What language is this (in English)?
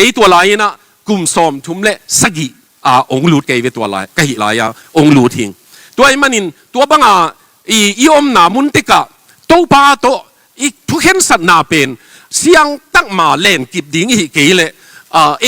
Tedim Chin